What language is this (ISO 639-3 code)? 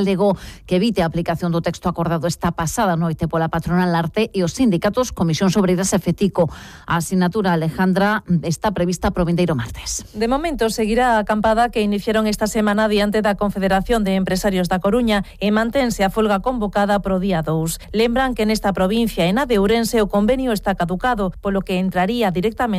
glg